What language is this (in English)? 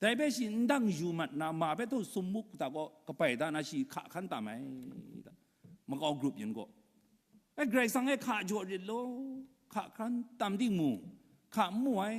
Kachin